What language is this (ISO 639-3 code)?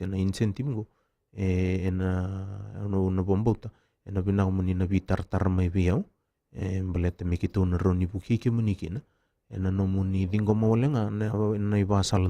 fij